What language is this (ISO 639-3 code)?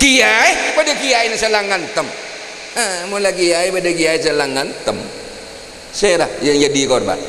mad